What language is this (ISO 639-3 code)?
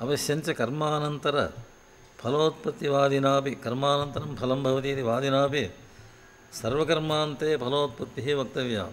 san